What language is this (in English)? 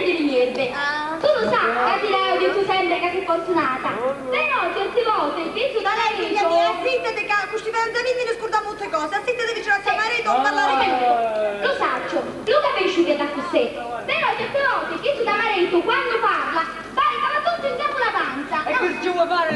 Sicilian